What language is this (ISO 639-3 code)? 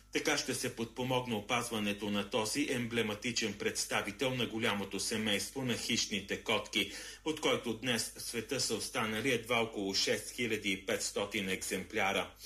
bul